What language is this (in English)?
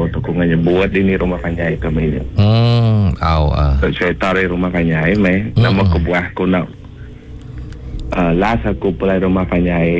Iban